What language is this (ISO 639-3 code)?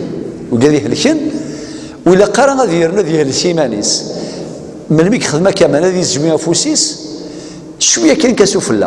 kab